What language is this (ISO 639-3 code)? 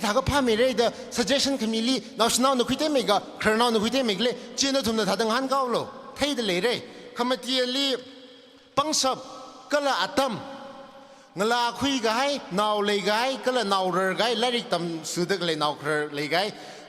nmf